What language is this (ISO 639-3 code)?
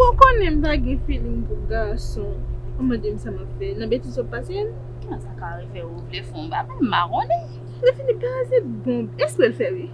hat